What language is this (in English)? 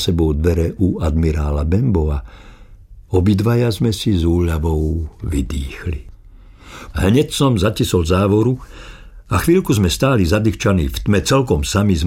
Slovak